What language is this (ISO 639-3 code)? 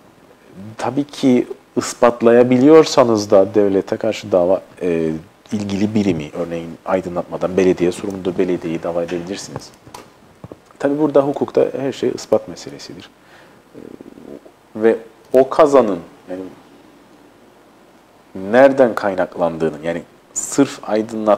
tur